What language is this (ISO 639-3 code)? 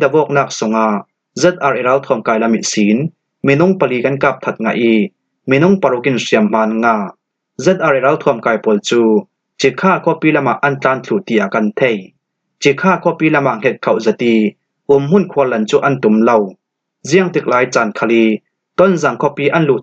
cfm